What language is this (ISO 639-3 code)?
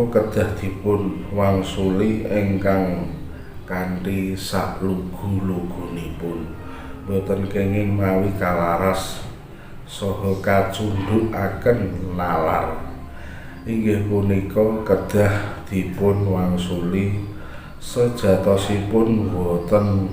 jav